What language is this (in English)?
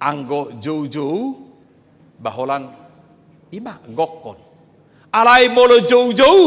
Batak Toba